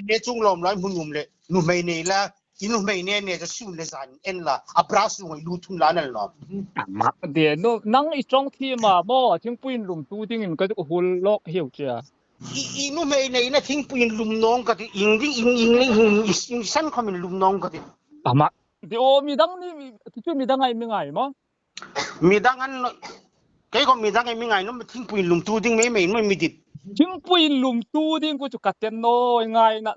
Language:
Hmar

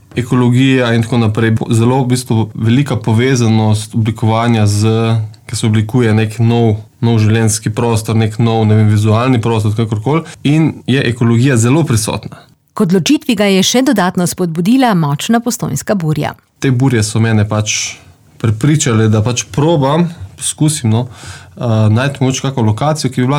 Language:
Slovenian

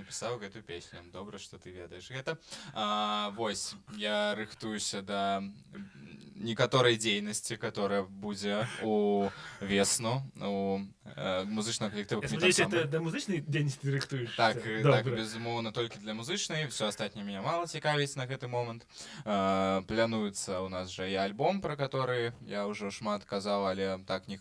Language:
Belarusian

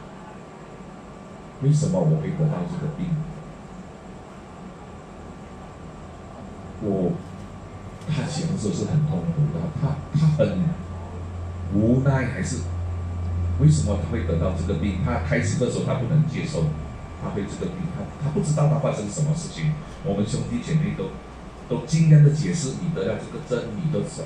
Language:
Chinese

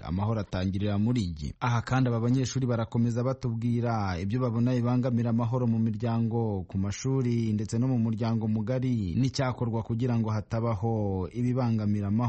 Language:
Kinyarwanda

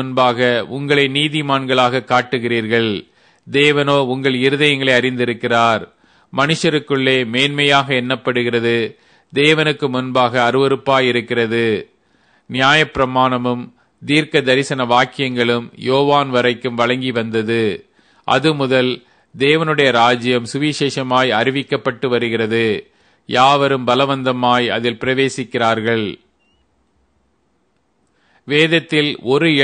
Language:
Tamil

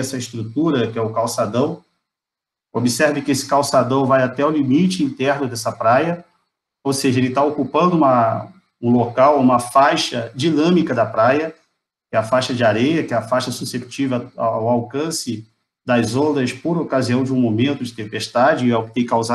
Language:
Portuguese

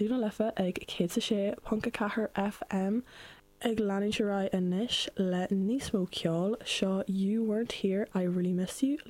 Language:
Irish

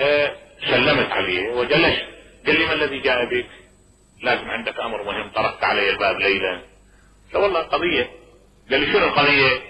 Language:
Mesopotamian Arabic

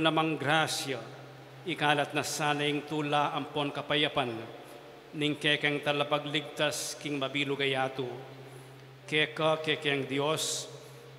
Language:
Pampanga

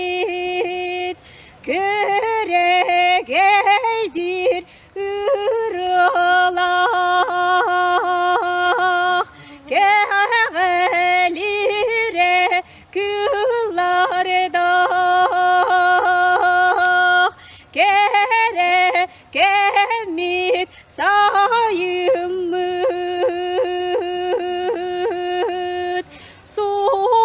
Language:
Yakut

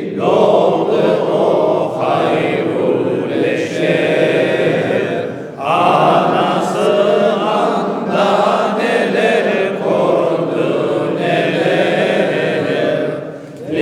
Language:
Crimean Tatar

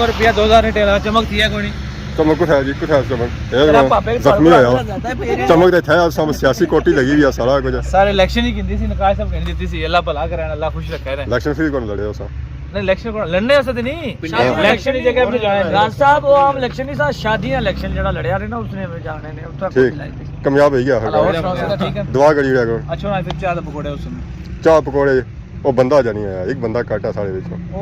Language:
Pahari-Potwari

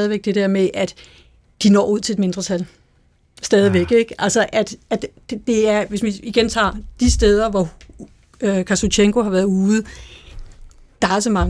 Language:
Danish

